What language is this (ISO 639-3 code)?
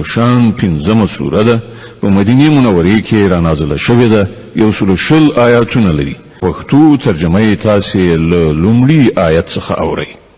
pus